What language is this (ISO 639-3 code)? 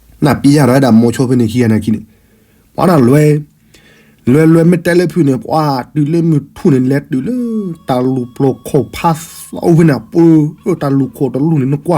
ksw